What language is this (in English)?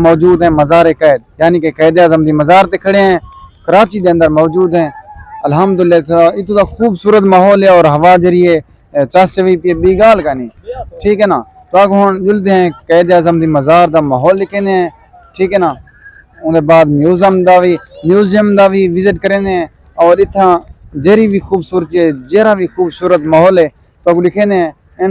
Saraiki